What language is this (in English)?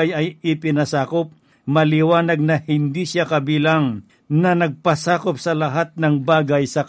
Filipino